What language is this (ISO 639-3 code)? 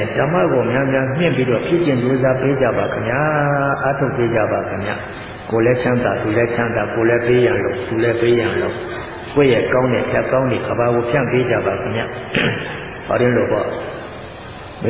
mya